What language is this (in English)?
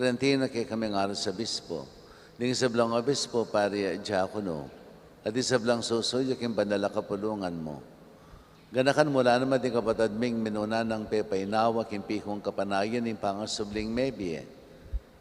Pampanga